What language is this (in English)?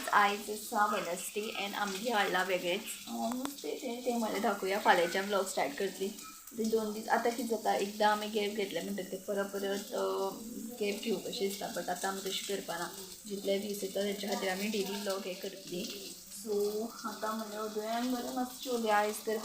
Konkani